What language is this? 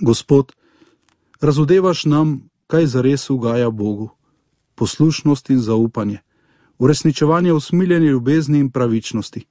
Slovenian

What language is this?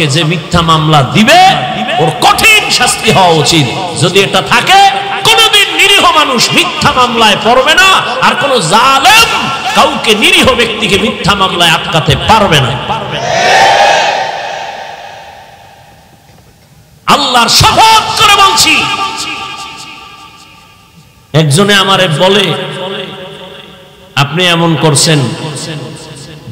Bangla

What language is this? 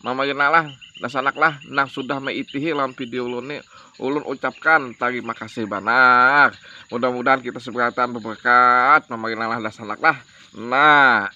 Banjar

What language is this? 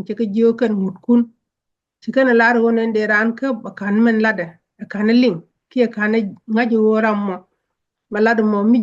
Nuer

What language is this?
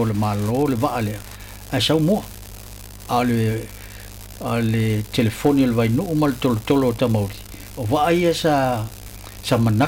Samoan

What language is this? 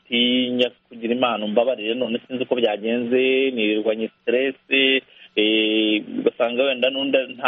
Kinyarwanda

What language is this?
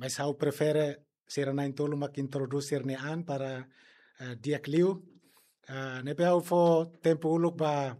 Tetum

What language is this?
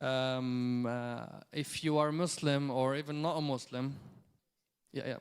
English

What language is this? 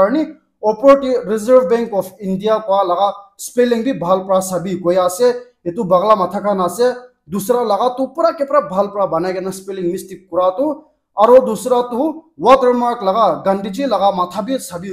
Naga Pidgin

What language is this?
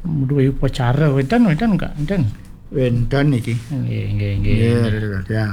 Balinese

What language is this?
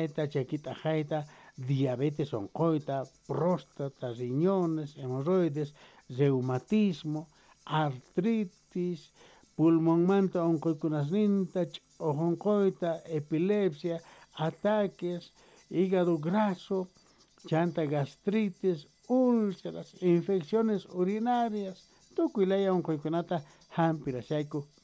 South Bolivian Quechua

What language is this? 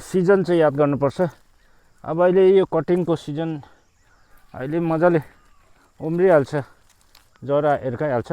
Nepali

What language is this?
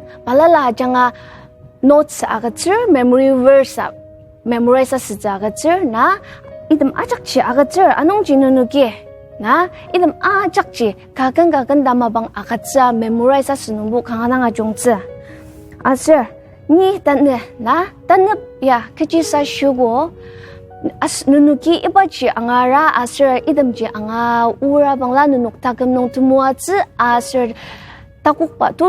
Ao Naga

